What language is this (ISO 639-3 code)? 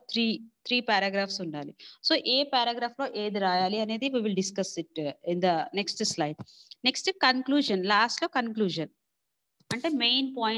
tel